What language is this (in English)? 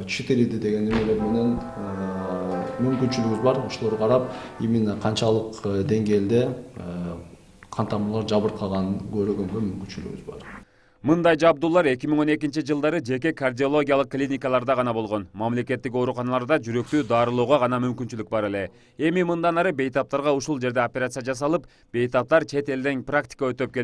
Kyrgyz